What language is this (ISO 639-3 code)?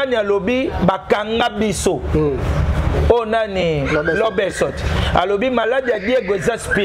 lin